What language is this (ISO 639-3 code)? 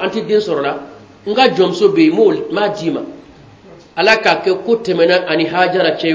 bam